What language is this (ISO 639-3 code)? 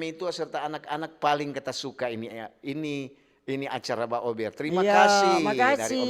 xmm